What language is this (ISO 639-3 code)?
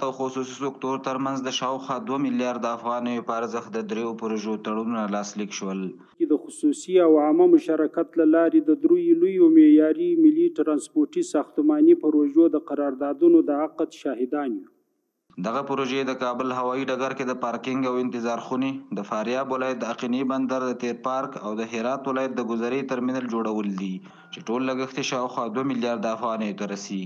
pus